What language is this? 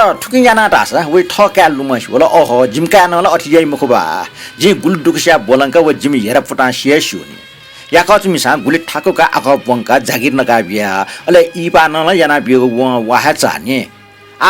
Newari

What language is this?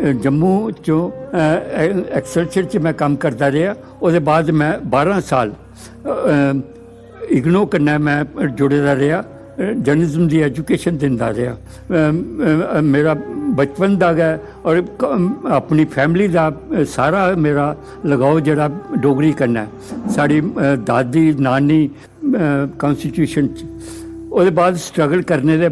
Dogri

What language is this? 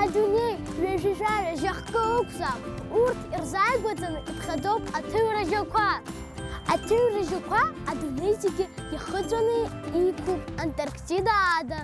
Abkhazian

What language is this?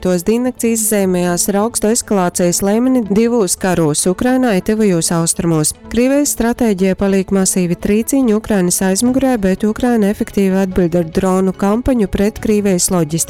Latgalian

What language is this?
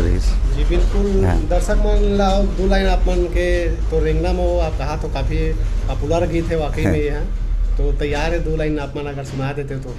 Chhattisgarhi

